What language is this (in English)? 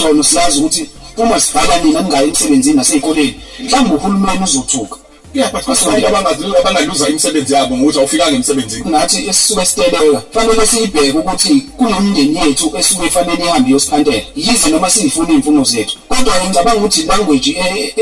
Zulu